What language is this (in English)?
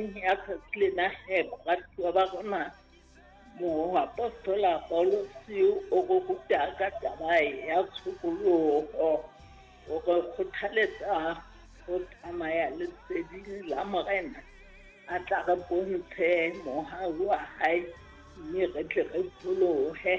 Southern Sotho